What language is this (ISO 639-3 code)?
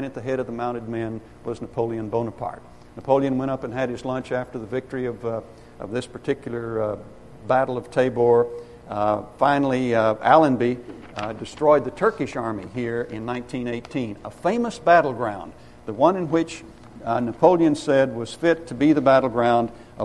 eng